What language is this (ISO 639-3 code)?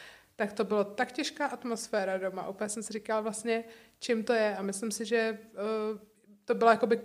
ces